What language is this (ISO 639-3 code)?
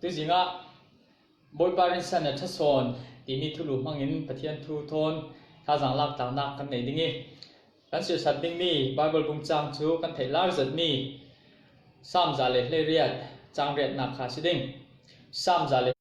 cfm